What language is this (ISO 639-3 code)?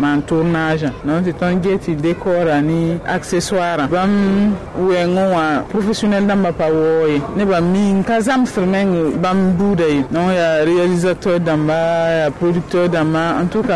mos